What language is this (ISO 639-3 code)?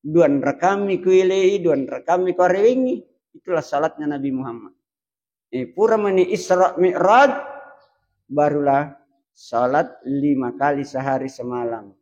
bug